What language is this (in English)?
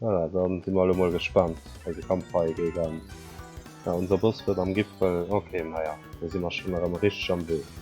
Luxembourgish